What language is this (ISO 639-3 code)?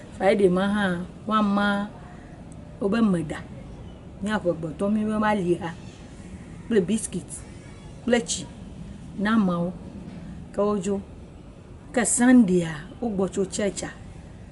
ewe